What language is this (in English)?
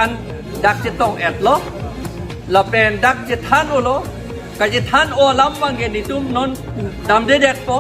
Karbi